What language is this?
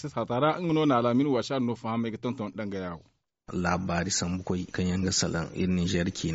Zarma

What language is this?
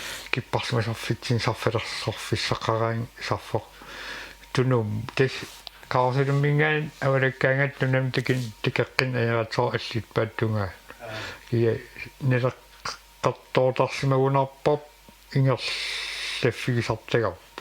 Kalaallisut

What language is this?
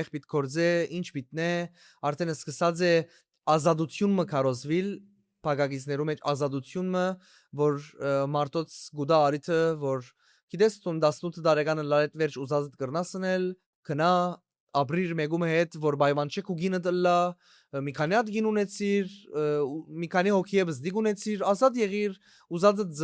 Western Armenian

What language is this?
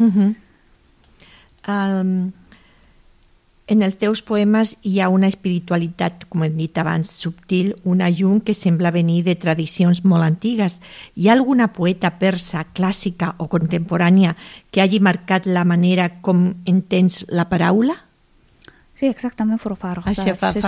Catalan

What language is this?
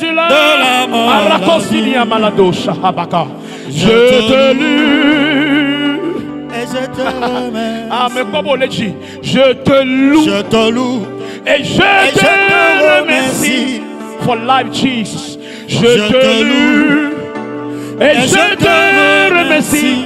Ewe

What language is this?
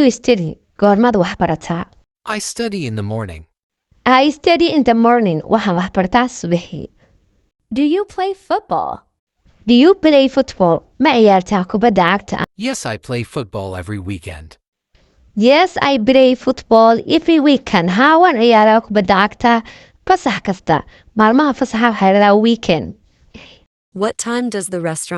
Somali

